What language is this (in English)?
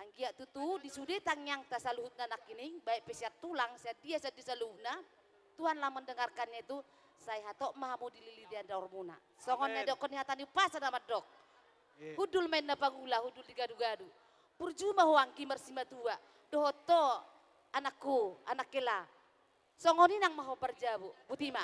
Batak Toba